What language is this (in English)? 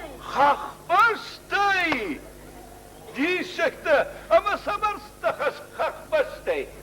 Ossetic